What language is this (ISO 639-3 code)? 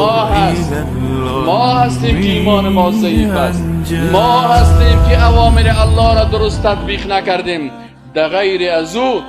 fas